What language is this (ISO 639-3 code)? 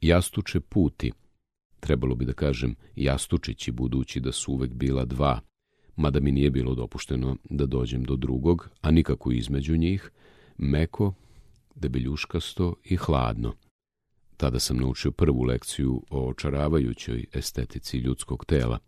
srp